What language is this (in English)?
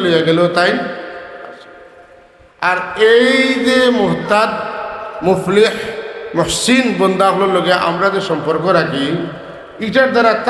Sylheti